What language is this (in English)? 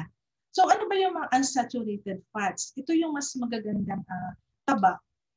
Filipino